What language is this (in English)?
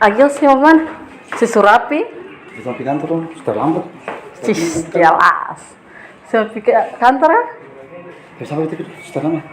Ambonese Malay